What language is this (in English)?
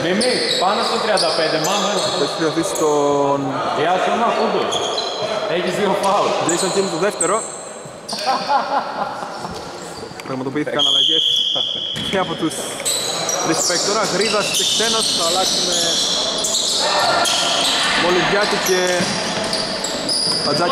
Greek